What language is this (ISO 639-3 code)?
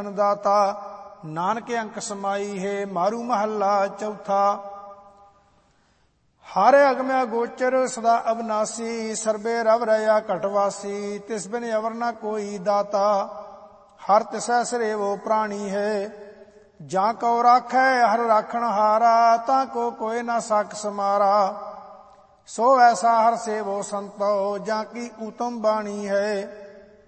pan